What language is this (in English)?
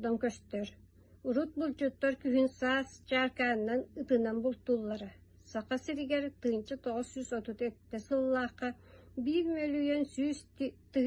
Yakut